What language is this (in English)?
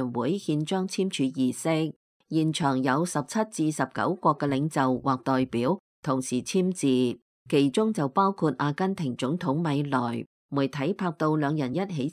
Cantonese